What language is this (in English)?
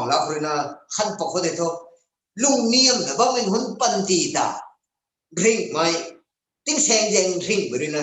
Rongmei Naga